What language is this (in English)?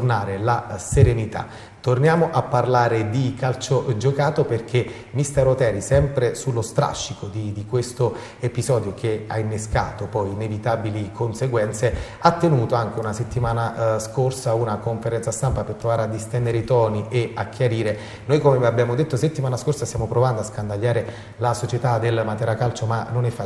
Italian